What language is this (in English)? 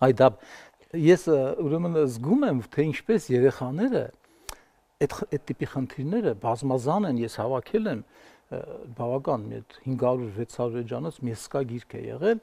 Armenian